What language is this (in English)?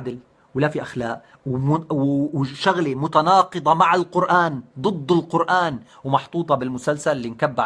North Levantine Arabic